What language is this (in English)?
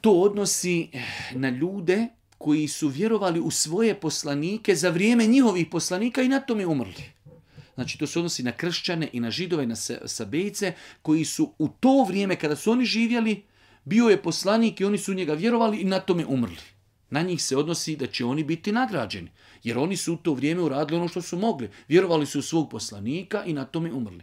Bosnian